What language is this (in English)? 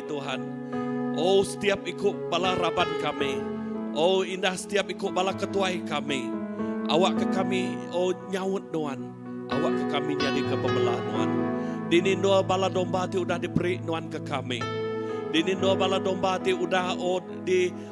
Iban